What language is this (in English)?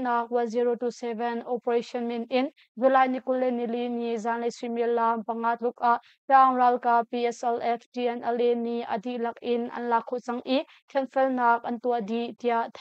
Hakha Chin